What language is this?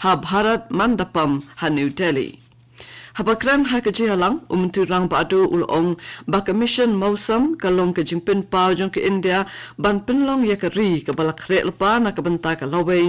Khasi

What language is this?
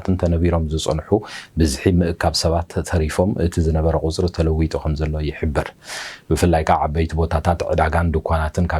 Tigrinya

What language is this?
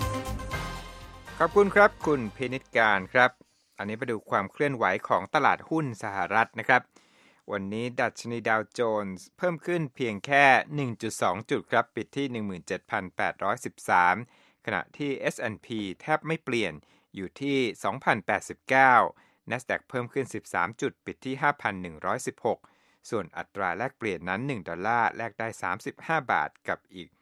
Thai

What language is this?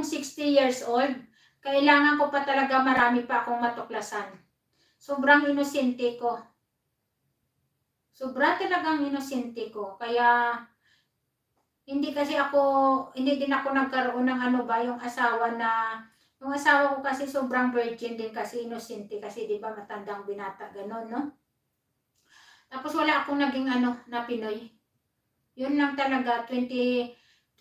Filipino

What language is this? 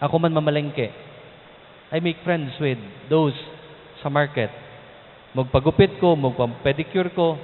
Cebuano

